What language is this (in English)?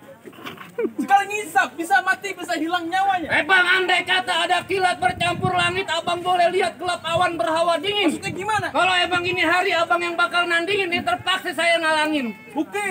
Betawi